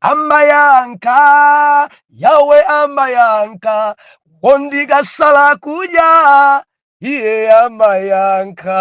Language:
Nyanja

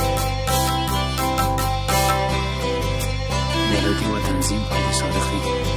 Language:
Persian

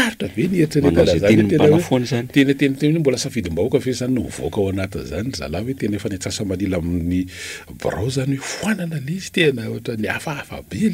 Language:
Malagasy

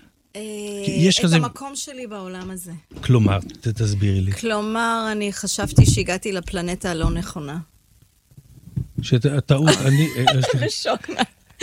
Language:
Hebrew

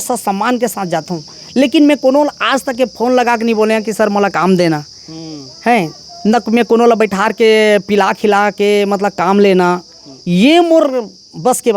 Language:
Chhattisgarhi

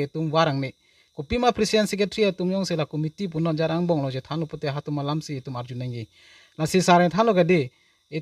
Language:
Karbi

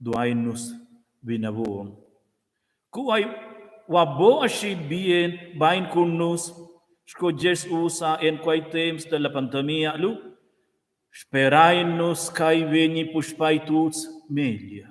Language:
Romansh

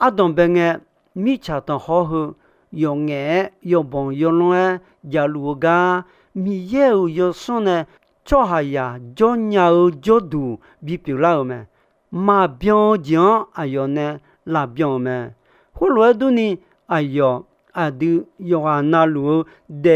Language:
Akha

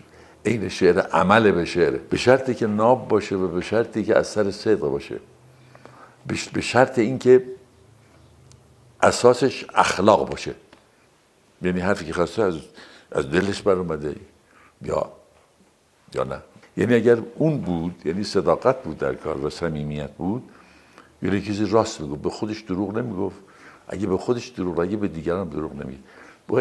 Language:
Persian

